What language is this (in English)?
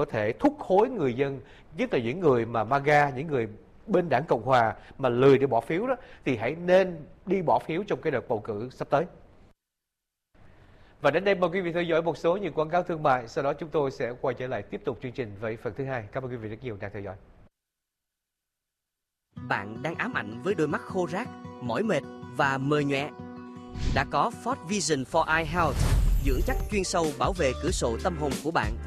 Vietnamese